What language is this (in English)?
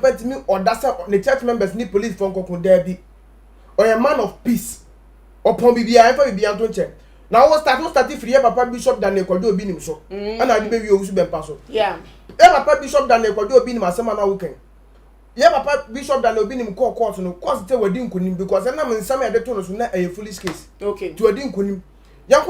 Akan